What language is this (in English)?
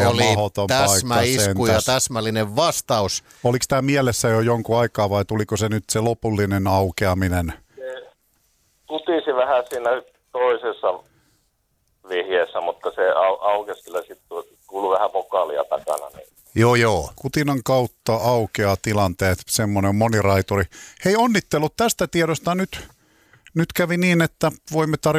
Finnish